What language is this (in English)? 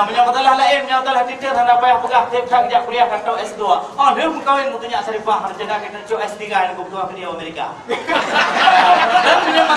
Achinese